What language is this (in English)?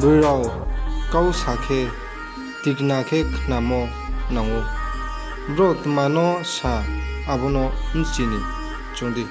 Riang (India)